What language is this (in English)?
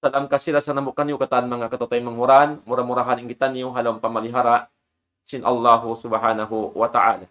Tausug